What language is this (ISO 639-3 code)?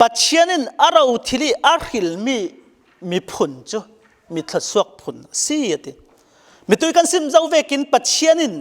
cfm